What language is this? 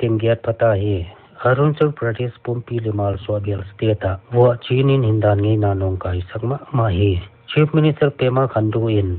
Paite Chin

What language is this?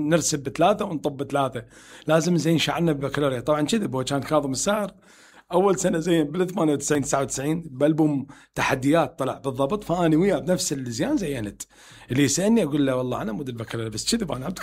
Mesopotamian Arabic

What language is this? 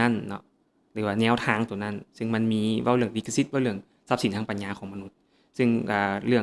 Lao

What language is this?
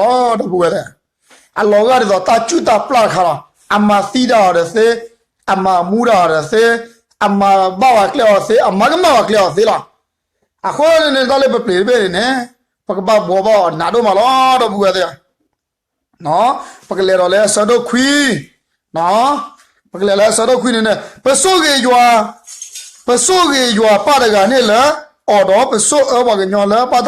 S'gaw Karen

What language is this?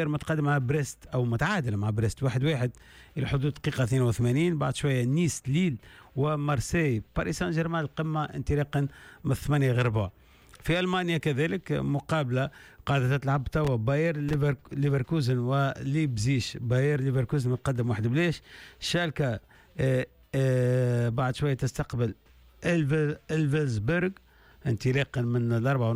Tunisian Arabic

